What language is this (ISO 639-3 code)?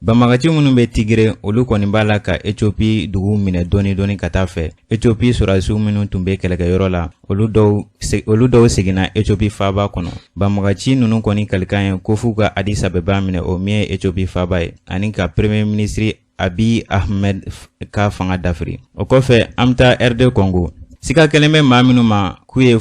bam